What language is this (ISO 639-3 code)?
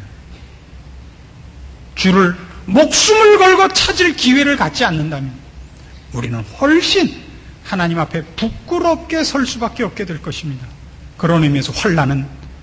kor